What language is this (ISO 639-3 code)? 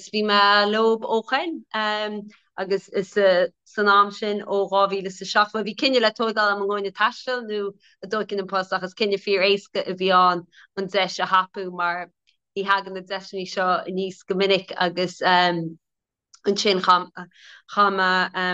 gle